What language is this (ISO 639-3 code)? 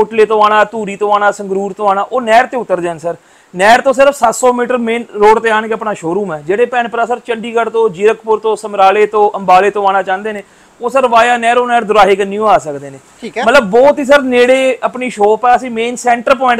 pan